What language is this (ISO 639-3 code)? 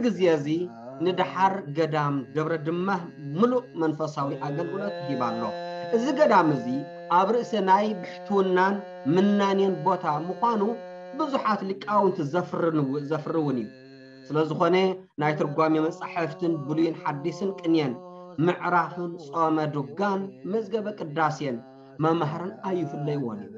tir